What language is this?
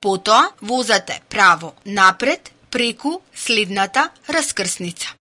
Macedonian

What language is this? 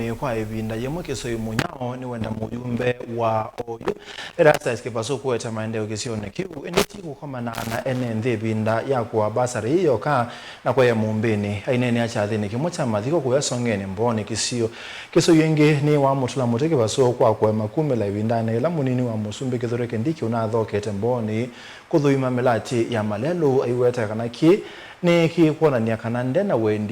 Kamba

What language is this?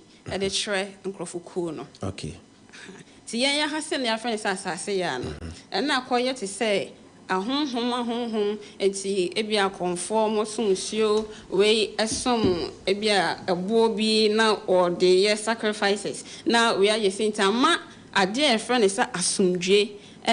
Akan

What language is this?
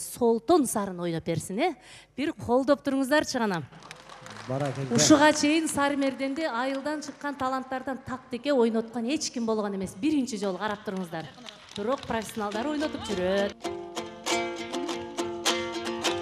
Kyrgyz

